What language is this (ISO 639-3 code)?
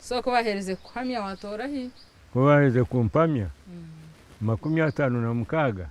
nyn